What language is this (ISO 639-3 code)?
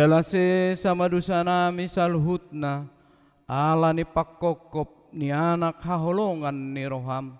bbc